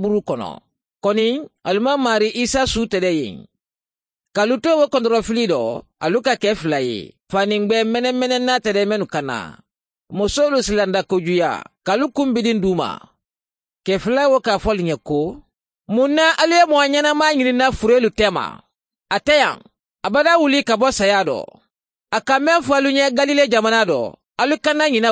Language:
Mandingo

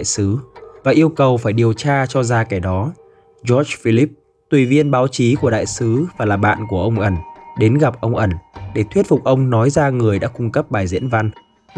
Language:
Vietnamese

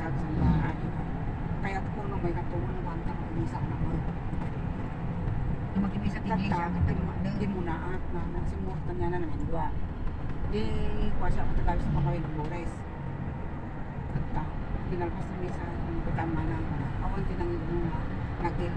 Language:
Filipino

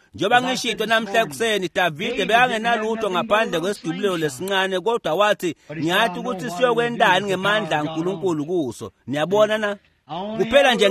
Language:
Swati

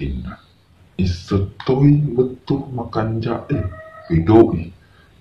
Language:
Buginese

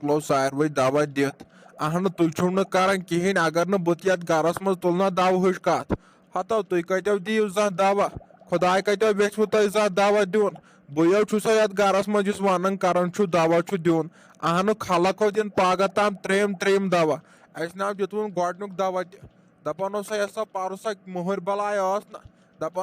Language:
Kashmiri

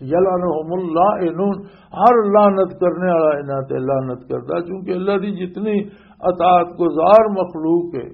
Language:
Western Panjabi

